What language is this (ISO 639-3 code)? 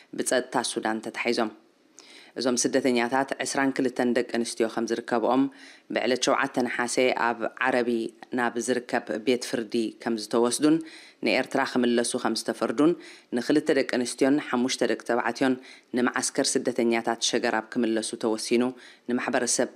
tir